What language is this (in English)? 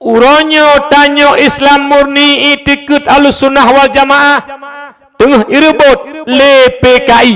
Achinese